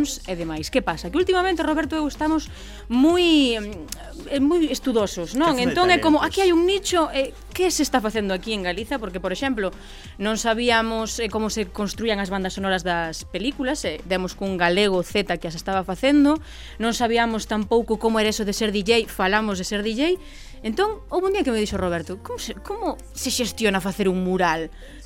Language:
Galician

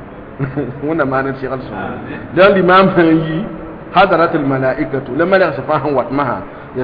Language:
Mossi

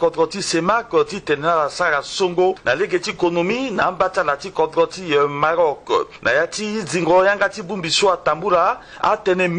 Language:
Sango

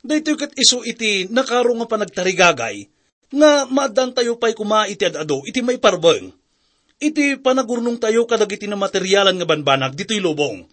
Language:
Iloko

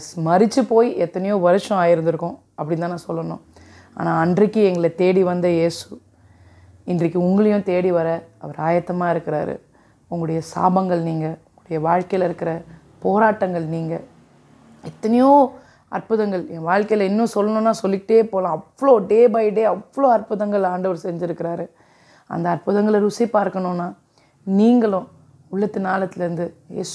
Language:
Tamil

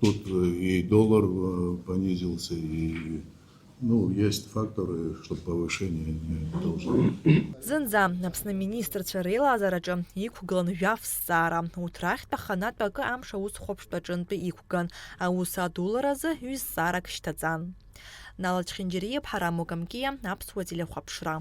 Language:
Abkhazian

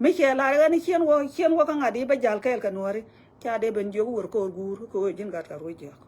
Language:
Nuer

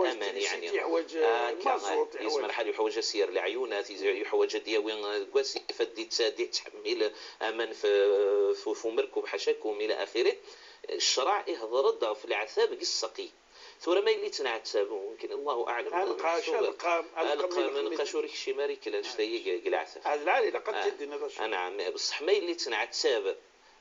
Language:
Moroccan Arabic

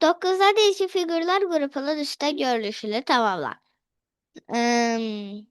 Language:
Azerbaijani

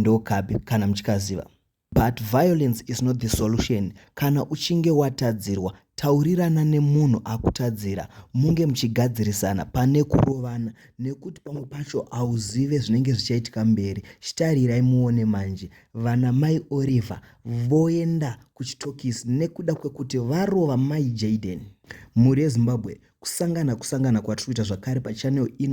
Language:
Shona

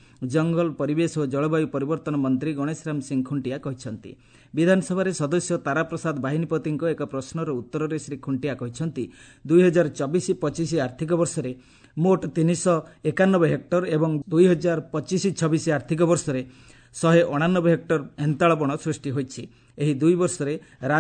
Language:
Odia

